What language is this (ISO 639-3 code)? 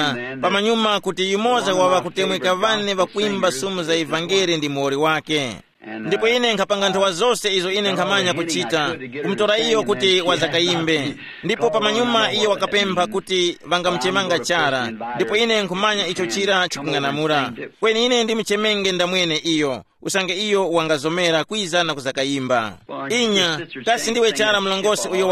tum